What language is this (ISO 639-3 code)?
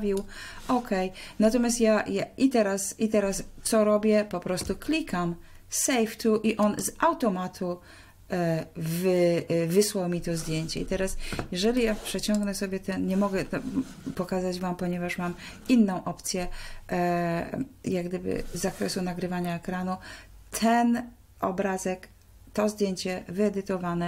pol